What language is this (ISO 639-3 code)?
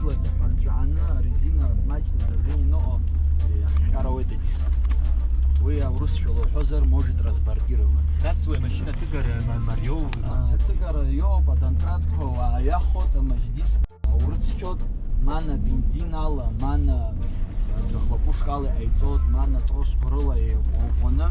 abk